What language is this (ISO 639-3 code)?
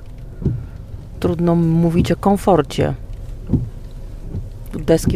pol